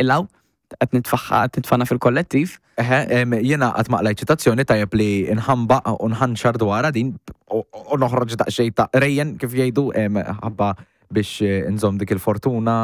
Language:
Maltese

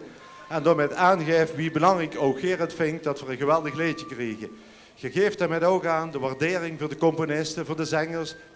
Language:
Limburgish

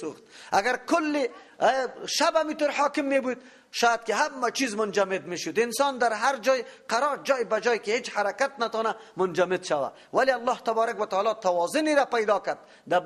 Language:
Persian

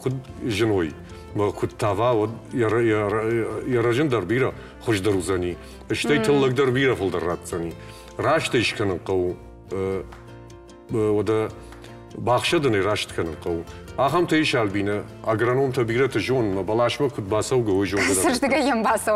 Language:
Ossetic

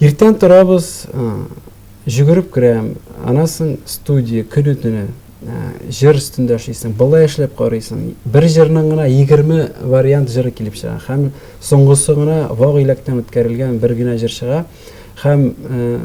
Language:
Tatar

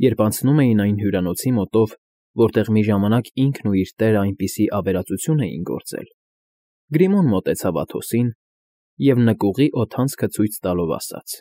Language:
Armenian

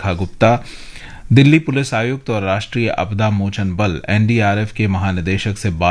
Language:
Hindi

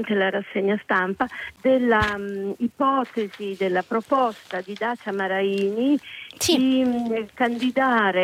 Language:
Italian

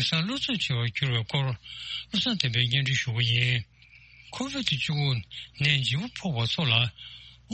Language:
Tibetan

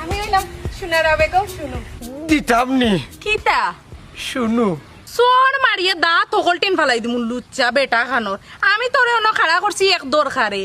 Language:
Sylheti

